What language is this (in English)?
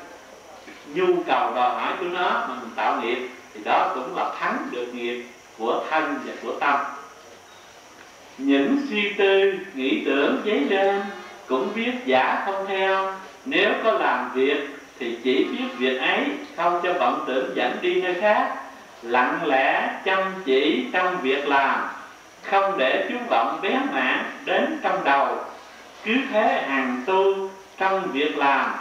Vietnamese